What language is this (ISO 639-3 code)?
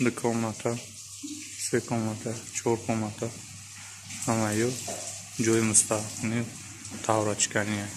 tgk